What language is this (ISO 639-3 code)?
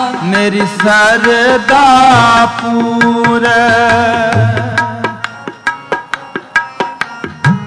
pan